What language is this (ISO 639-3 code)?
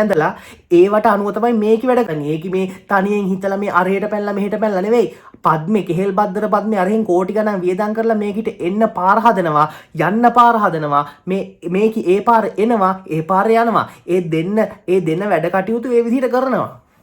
sin